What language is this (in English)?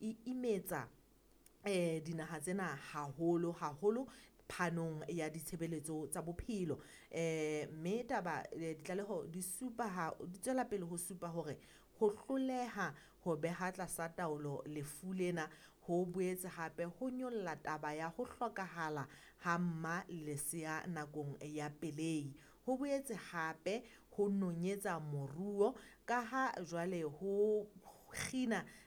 Southern Sotho